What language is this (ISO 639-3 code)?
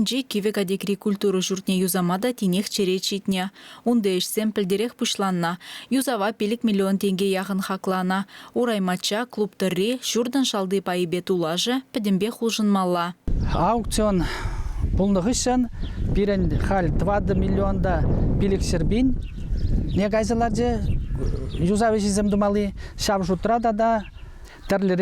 chv